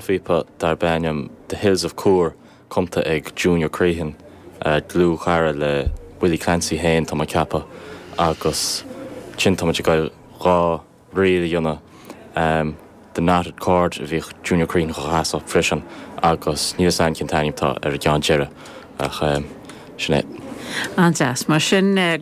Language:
Irish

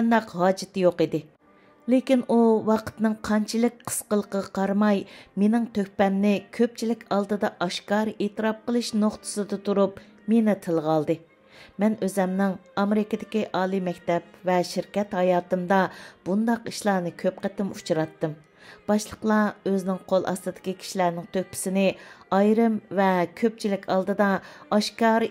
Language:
Uyghur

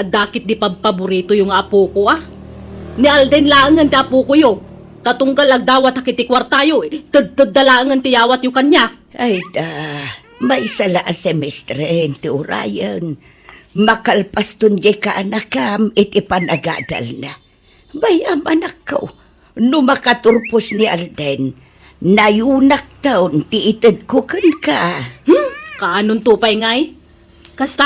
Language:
Iloko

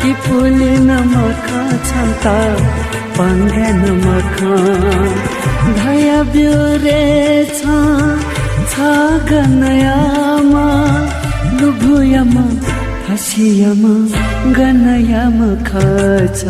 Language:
Newari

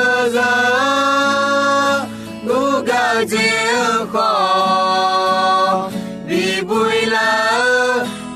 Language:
Akha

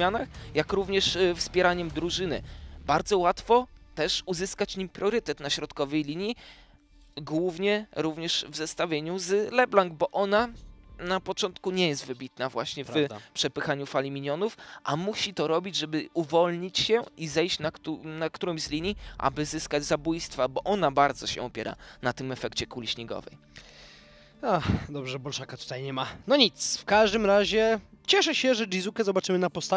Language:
Polish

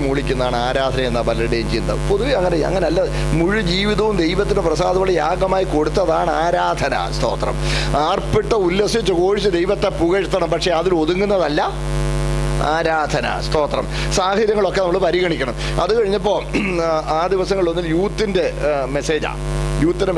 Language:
Malayalam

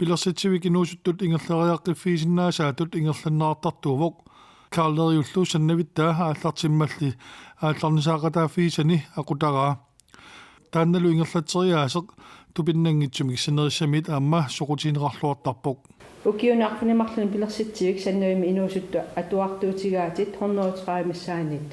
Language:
Kalaallisut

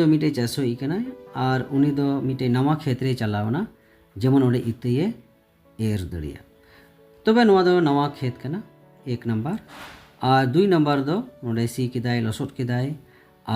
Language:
Santali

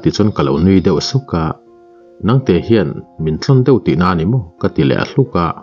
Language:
Mizo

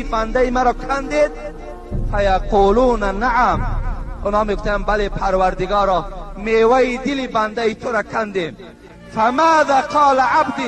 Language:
Tajik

